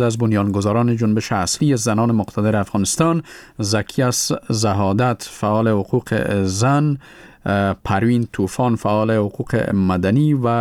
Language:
Persian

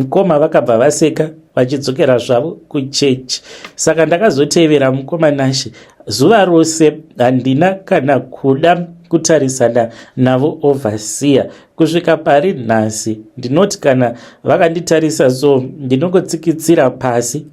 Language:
Shona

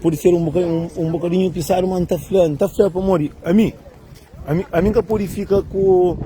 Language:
Kabuverdianu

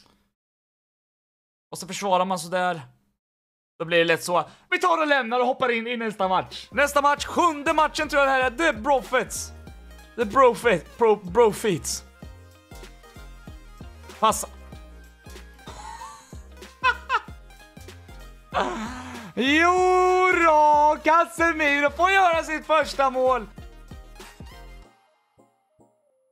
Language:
Swedish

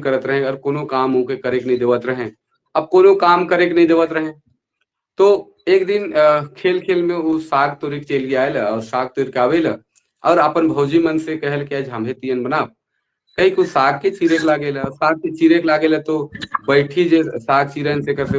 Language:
Sadri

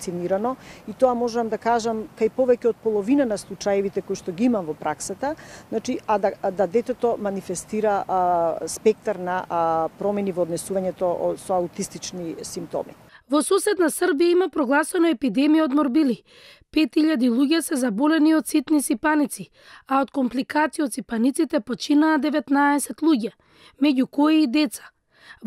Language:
Macedonian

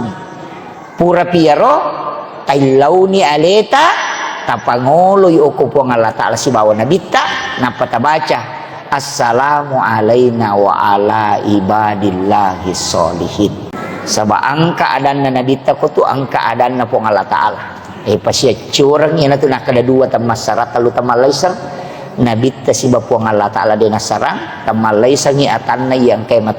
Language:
Buginese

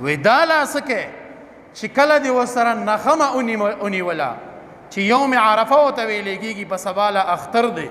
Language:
Pashto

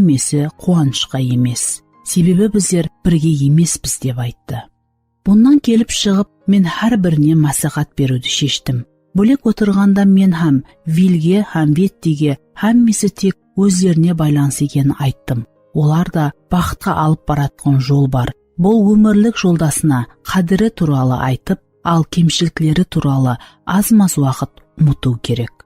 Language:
Kara-Kalpak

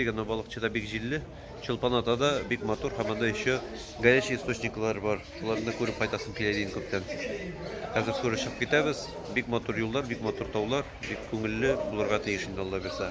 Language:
Tatar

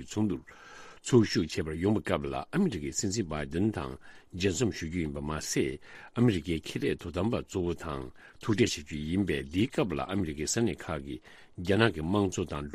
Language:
Tibetan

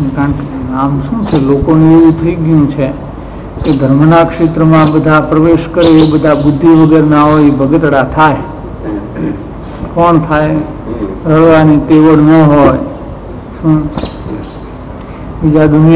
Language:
Gujarati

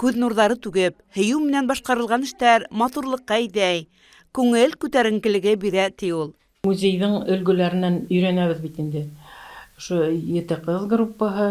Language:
Bashkir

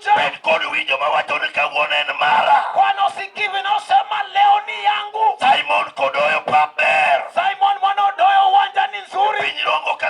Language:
Luo (Kenya and Tanzania)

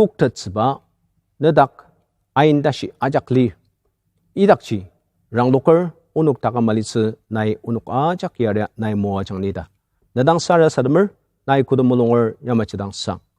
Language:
Ao Naga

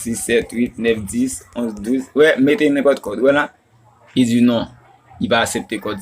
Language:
Haitian Creole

